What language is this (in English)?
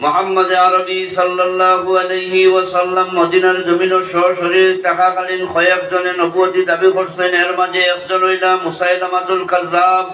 Sylheti